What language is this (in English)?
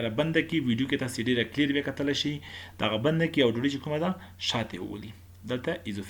Pashto